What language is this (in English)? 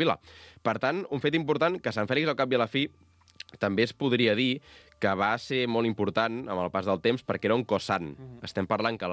Catalan